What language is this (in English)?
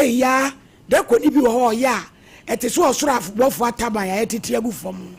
Akan